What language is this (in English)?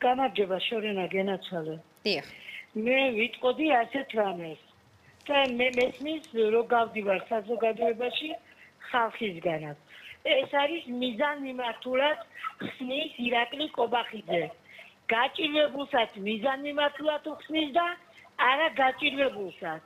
Georgian